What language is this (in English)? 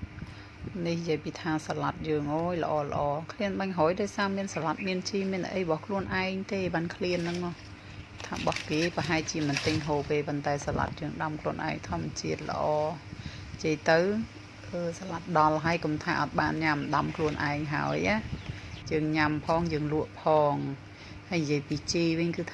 Khmer